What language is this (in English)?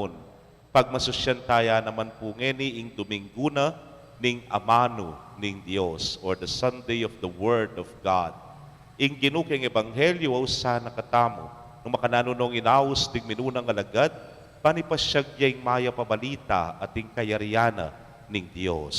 Pampanga